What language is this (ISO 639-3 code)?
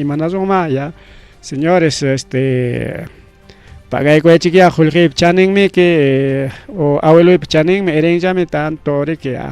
quy